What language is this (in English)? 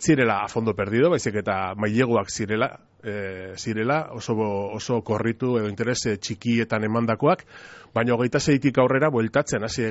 Basque